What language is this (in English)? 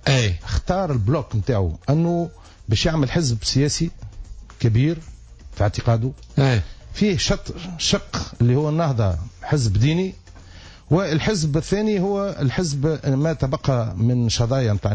Tunisian Arabic